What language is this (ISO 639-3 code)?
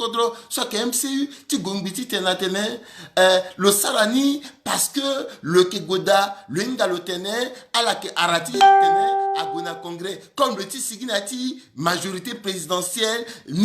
sag